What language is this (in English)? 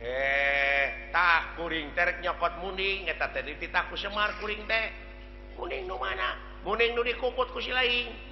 Sundanese